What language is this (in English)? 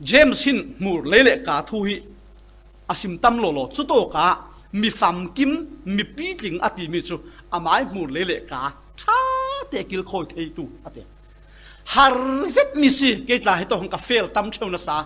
Falam Chin